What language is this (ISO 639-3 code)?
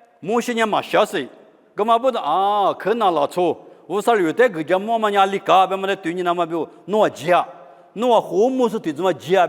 lis